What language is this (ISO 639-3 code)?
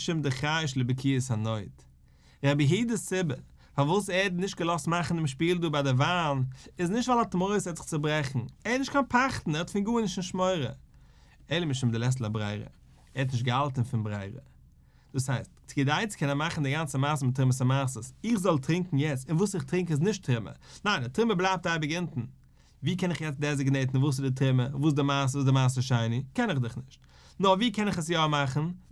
yid